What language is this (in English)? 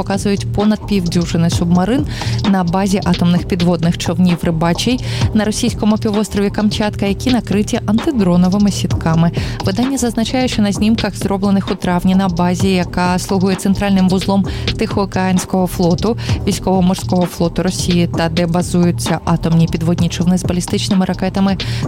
Ukrainian